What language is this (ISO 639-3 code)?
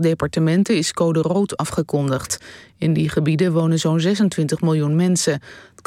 nld